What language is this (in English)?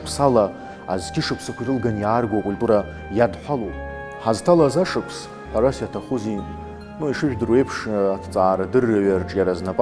Abkhazian